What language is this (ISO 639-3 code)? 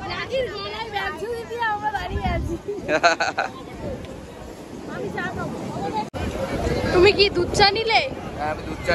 ben